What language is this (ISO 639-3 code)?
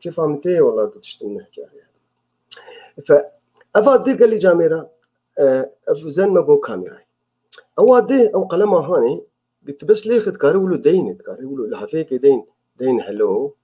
kur